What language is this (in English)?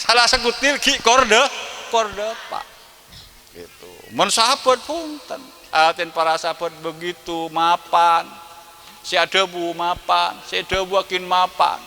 Madurese